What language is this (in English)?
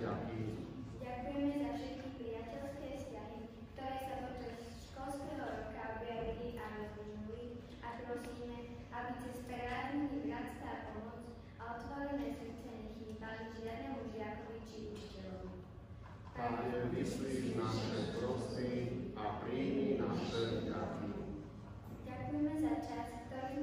Slovak